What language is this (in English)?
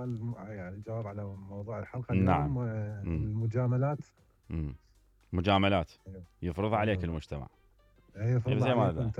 Mesopotamian Arabic